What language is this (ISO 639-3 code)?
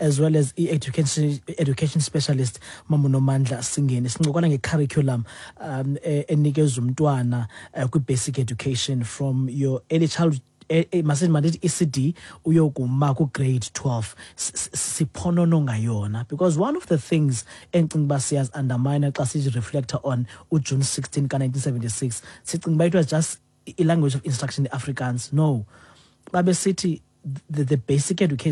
xho